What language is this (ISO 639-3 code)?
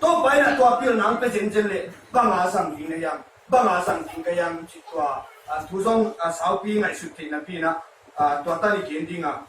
ctd